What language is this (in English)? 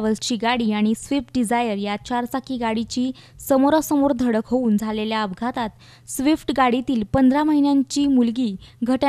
Marathi